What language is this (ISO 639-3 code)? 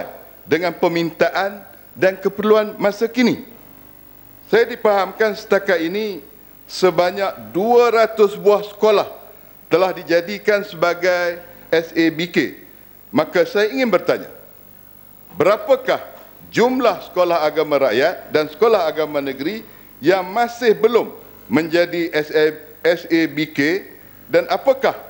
msa